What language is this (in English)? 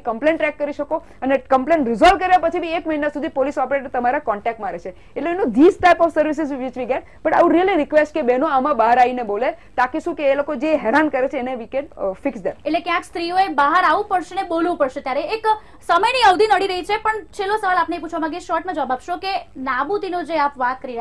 Gujarati